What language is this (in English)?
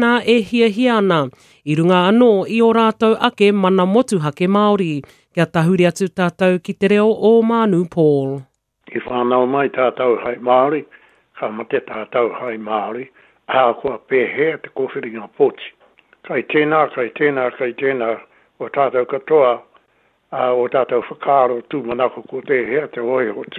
Māori